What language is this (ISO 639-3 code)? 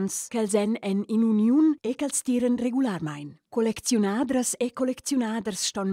roh